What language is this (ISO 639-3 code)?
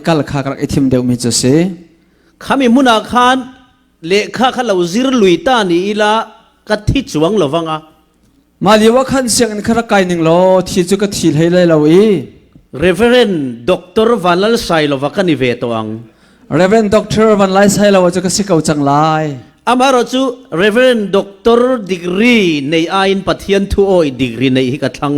cfm